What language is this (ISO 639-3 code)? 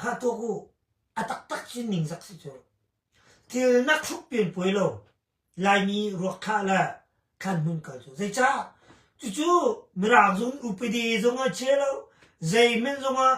cnh